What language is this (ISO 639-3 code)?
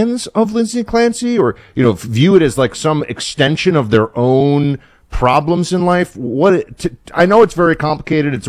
eng